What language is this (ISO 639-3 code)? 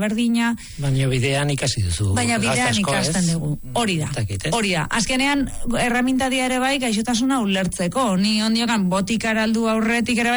eus